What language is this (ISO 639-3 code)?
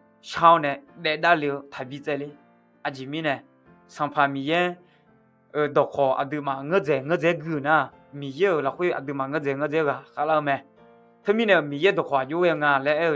ahk